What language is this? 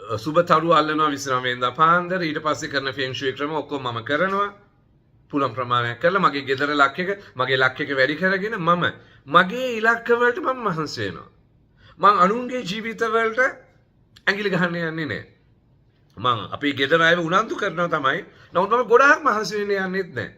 Sinhala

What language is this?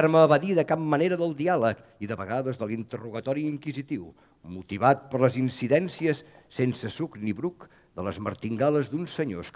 Catalan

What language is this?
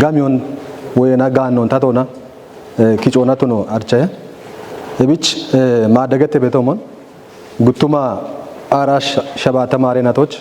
Kafa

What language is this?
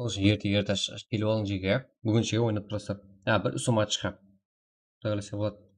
Kara-Kalpak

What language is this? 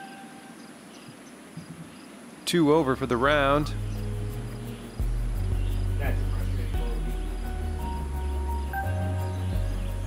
English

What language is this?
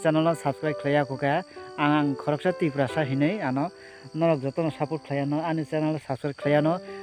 Kok Borok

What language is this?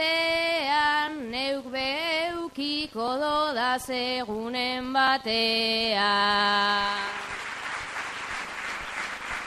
Basque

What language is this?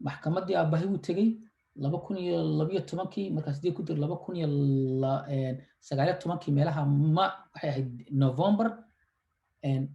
Somali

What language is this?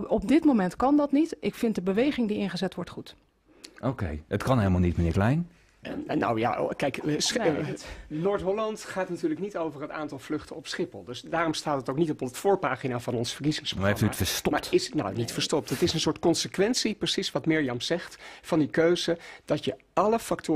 Dutch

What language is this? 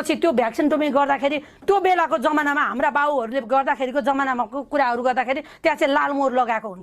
Nepali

